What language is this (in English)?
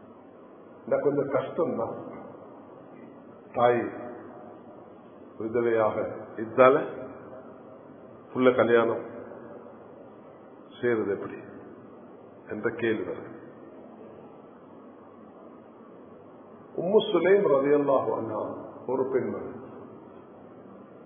Tamil